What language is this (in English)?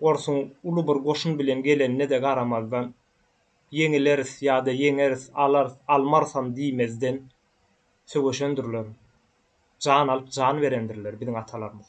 Turkmen